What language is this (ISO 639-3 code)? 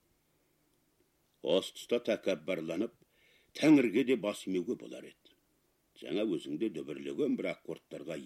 kaz